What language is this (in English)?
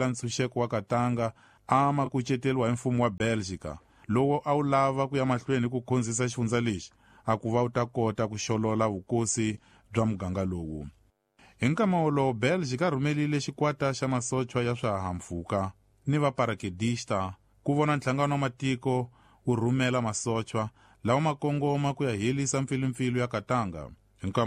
Tsonga